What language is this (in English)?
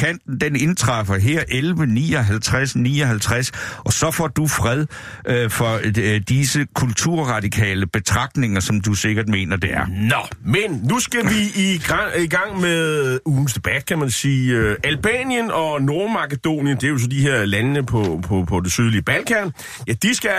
Danish